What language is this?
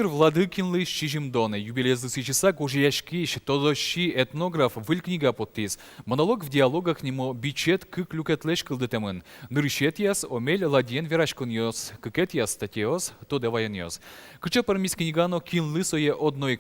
Udmurt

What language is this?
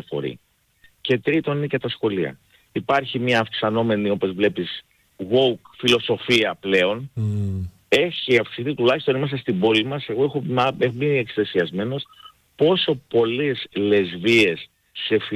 Greek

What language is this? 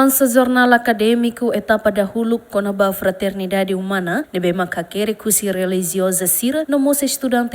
Tetum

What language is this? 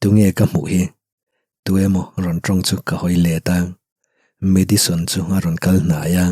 Mizo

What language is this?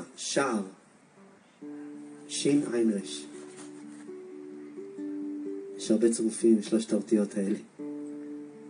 Hebrew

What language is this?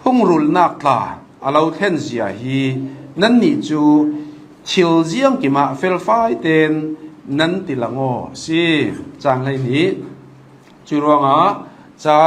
Hakha Chin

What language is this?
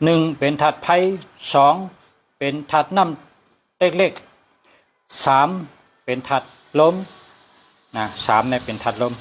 Shan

